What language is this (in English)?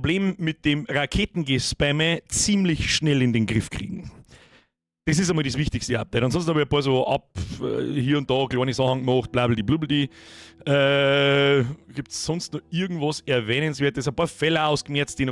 Bavarian